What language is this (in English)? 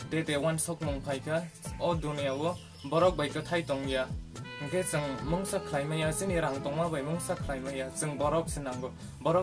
Kok Borok